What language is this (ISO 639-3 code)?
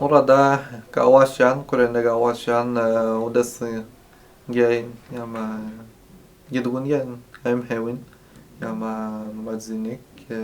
atj